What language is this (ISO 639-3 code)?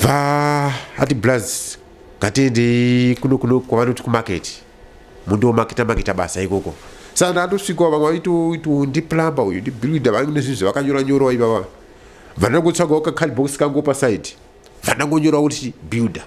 sna